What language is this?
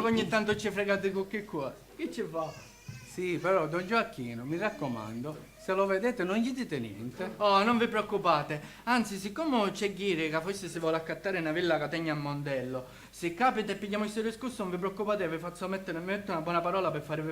Sicilian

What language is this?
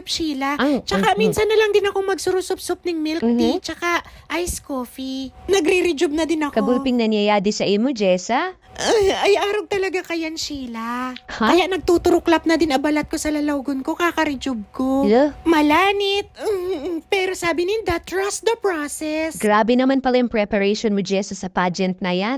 Bikol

